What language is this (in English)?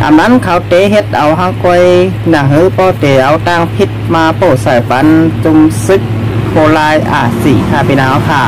Shan